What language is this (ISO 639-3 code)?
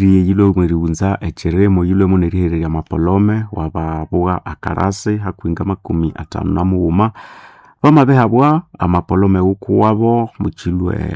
nnb